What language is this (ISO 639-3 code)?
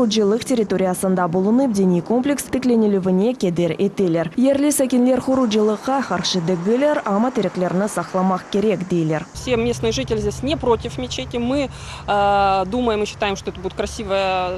crh